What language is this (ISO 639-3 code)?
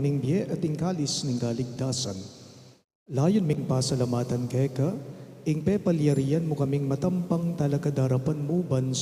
pam